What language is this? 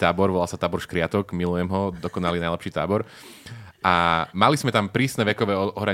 Slovak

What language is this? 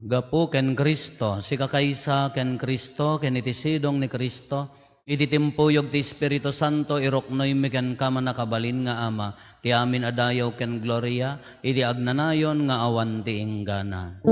Iloko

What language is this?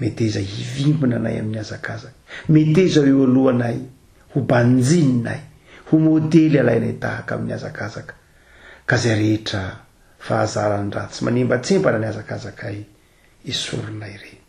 Malagasy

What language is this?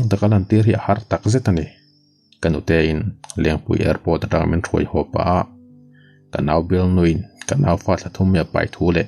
Mizo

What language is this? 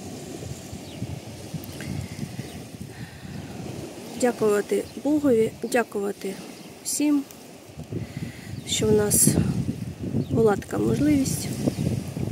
Ukrainian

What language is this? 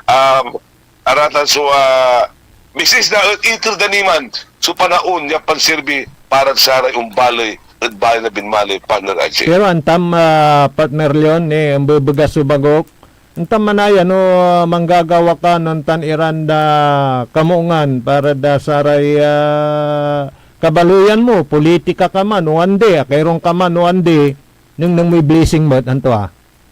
Pangasinan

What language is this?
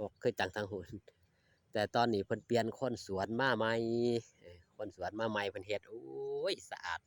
Northeastern Thai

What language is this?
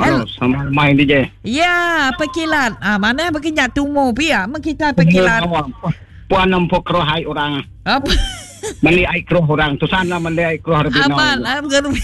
Iban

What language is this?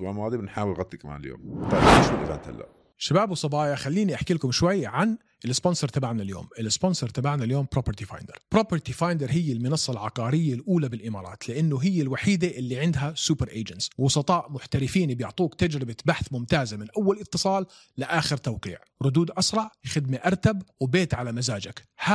North Levantine Arabic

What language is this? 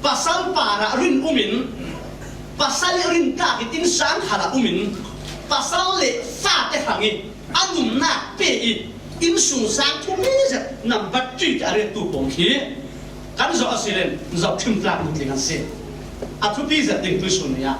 Falam Chin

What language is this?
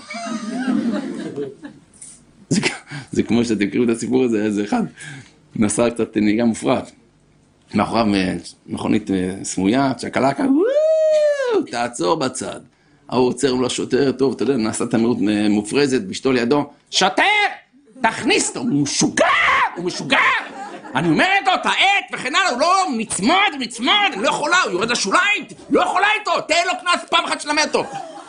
Hebrew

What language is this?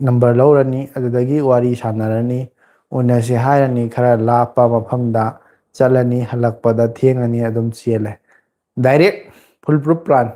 Manipuri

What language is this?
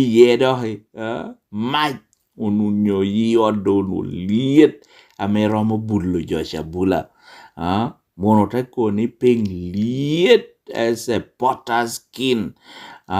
Lango (Uganda)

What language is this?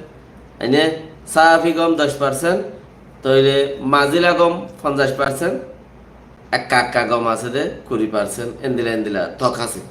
Rohingya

